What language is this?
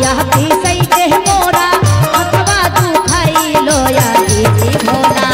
Magahi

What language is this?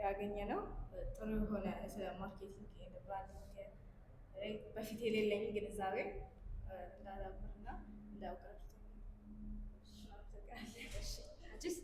Amharic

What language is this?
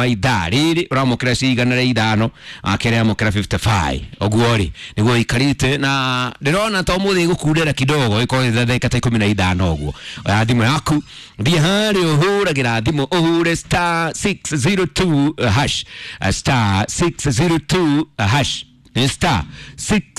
Kikuyu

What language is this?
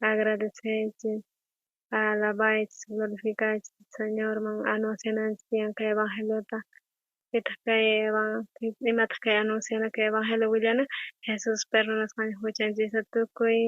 South Bolivian Quechua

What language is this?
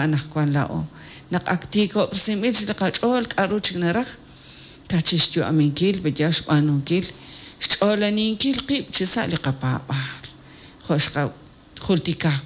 Kekchí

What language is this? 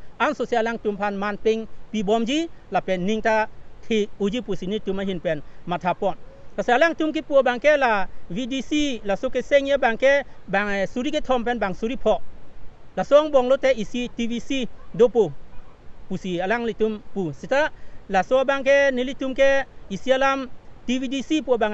Karbi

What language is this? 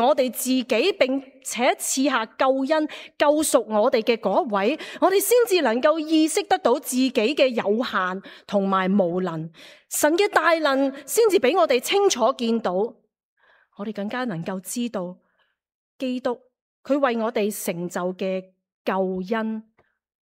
Cantonese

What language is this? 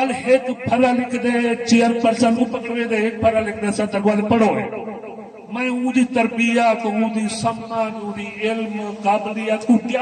Saraiki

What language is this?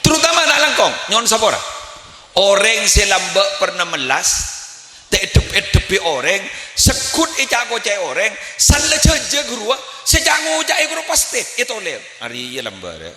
Madurese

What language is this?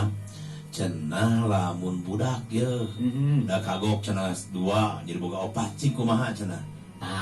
Sundanese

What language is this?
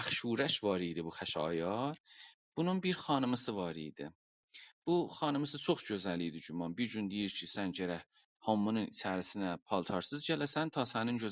South Azerbaijani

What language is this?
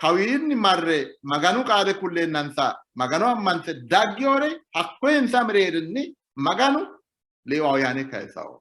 Sidamo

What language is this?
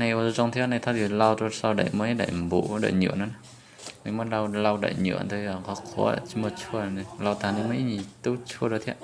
Hmong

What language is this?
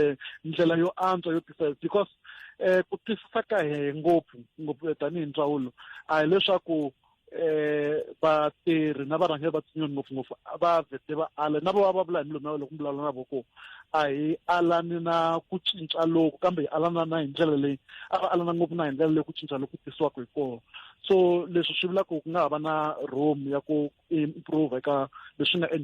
Tsonga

